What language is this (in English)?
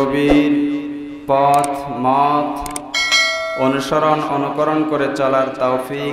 Bangla